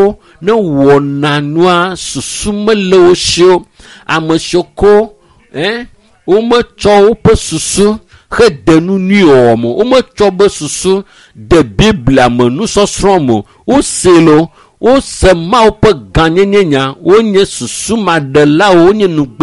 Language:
Ewe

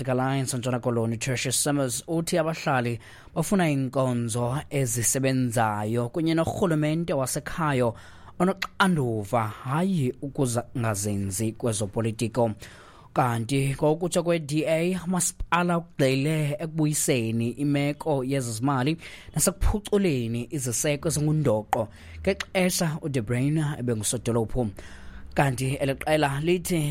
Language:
Xhosa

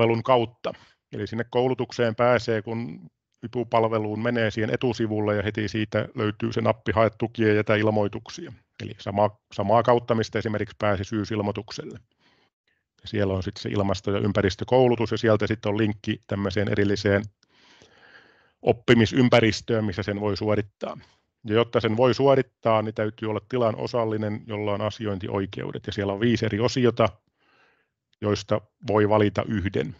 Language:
Finnish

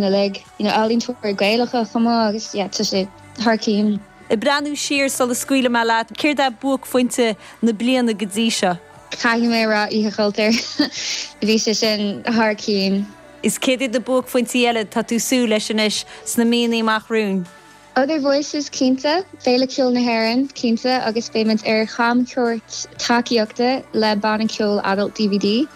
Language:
Irish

